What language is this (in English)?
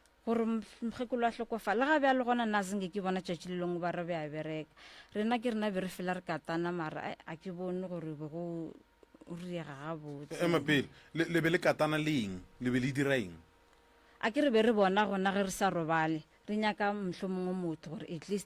Northern Sotho